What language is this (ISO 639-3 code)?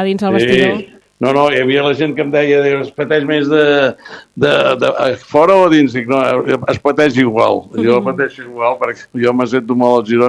cat